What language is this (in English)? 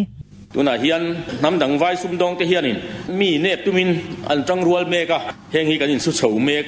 Mizo